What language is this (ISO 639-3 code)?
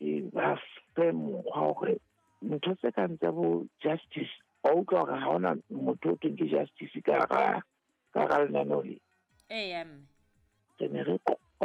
sot